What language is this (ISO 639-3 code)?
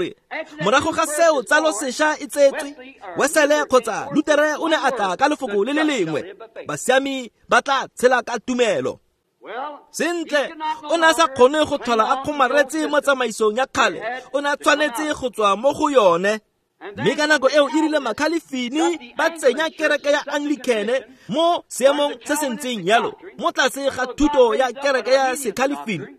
tsn